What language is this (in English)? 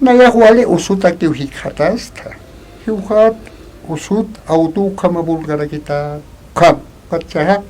Aymara